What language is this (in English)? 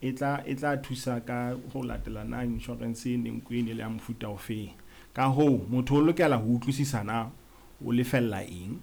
Southern Sotho